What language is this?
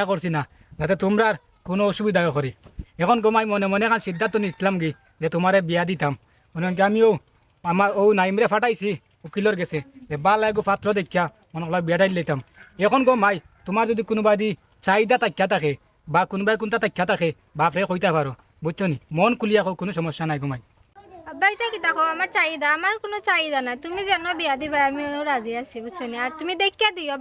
Sylheti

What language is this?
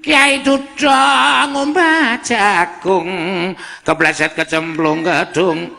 Javanese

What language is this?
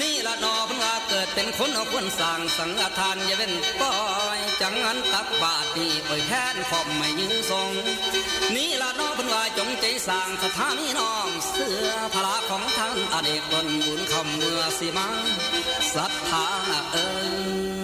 Northeastern Thai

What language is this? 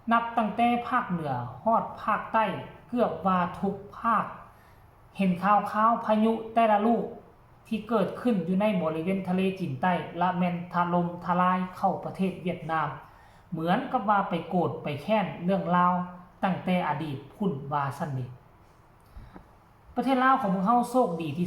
Lao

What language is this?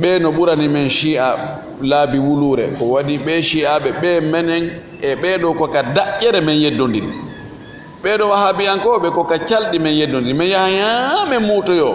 Fula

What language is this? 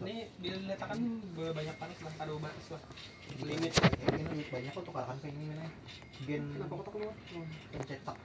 Banjar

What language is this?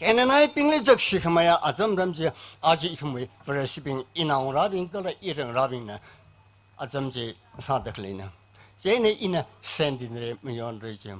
Tangkhul Naga (India)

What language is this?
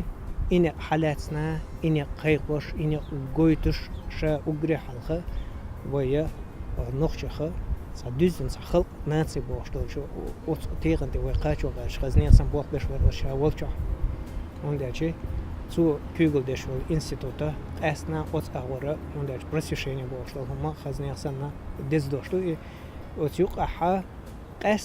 Chechen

